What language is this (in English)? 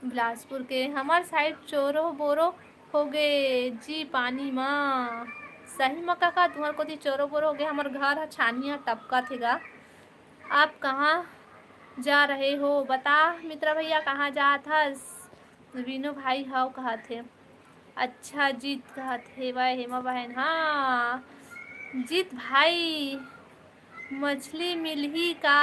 Chhattisgarhi